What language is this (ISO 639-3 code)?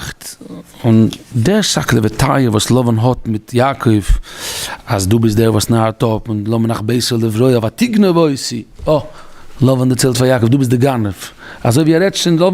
yid